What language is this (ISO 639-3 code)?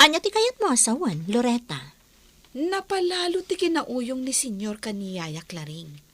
ilo